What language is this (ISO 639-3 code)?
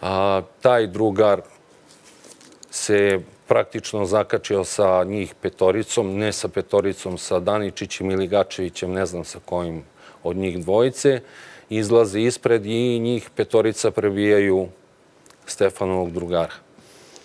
srp